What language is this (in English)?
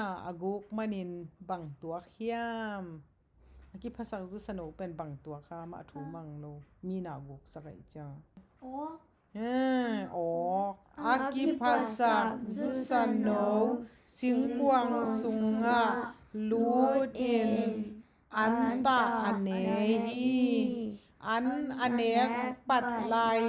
Tedim Chin